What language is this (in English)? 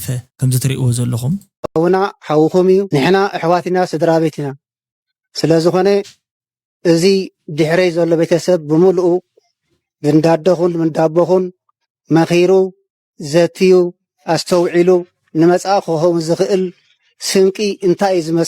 Tigrinya